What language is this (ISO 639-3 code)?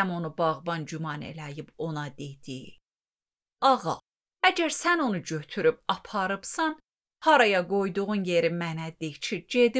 aze